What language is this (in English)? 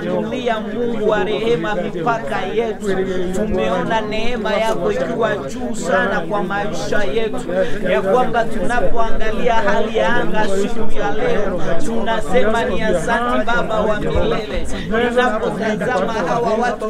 Swahili